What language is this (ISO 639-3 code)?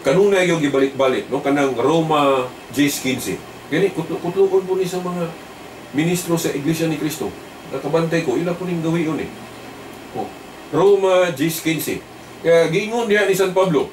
ceb